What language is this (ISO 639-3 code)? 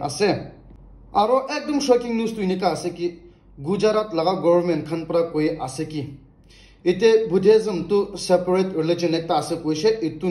nag